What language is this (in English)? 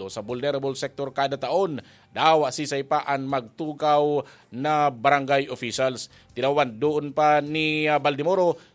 Bikol